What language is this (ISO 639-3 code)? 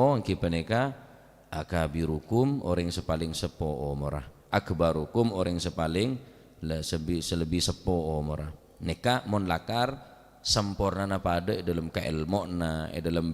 mad